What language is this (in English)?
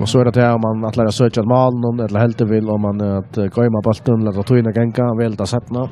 Faroese